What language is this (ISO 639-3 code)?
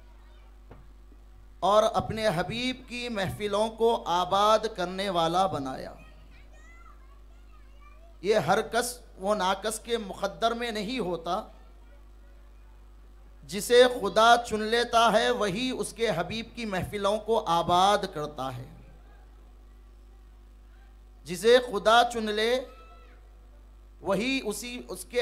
urd